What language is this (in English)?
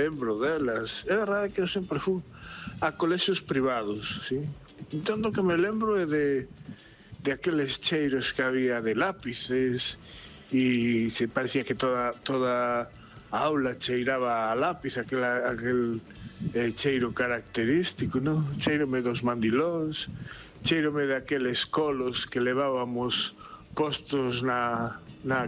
Galician